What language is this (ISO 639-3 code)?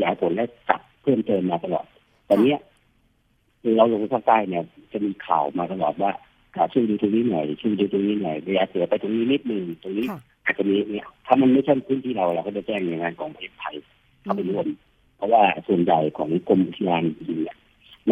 tha